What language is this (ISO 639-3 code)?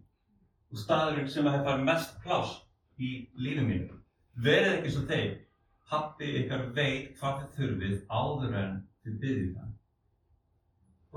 isl